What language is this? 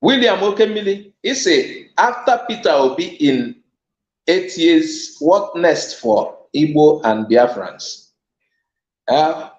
Igbo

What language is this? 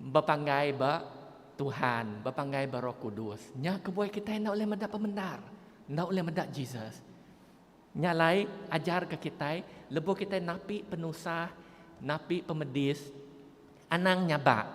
Iban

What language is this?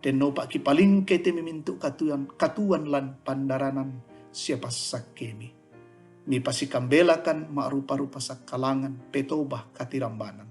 Toraja-Sa'dan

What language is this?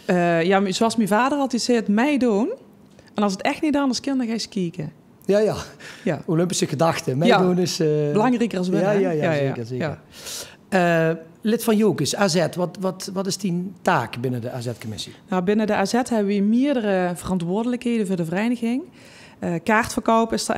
Limburgish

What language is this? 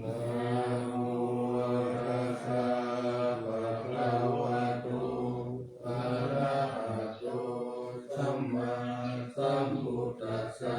Pali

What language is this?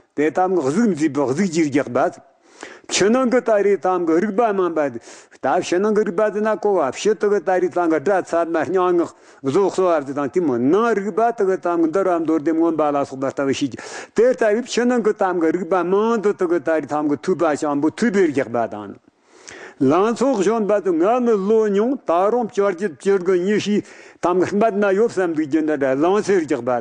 Tibetan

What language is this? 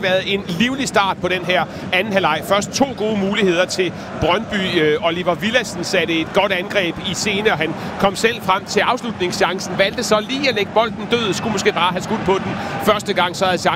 Danish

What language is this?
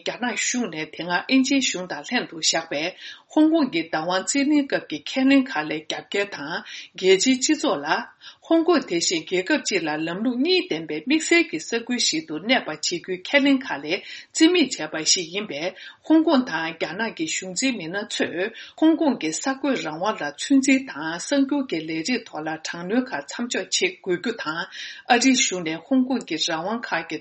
Tibetan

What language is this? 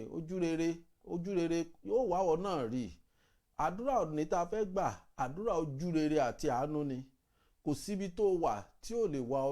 Yoruba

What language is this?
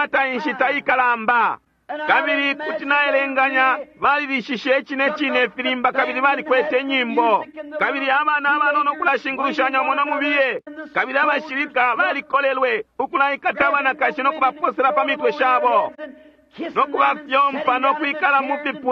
Bemba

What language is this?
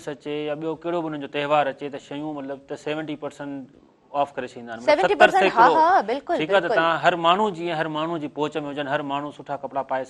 Sindhi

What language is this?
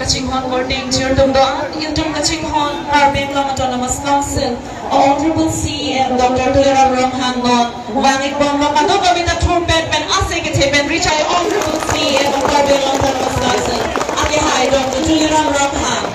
Karbi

